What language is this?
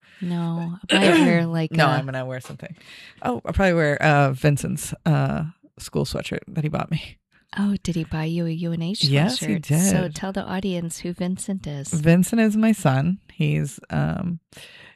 English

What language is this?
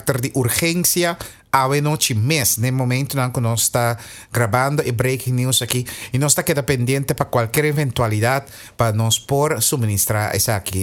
Papiamento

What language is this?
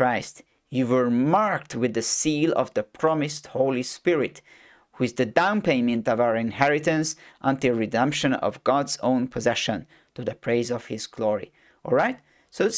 English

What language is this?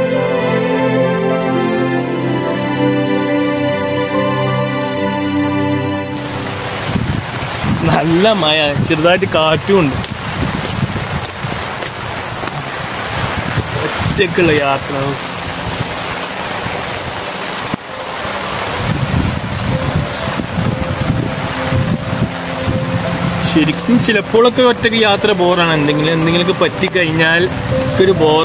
Malayalam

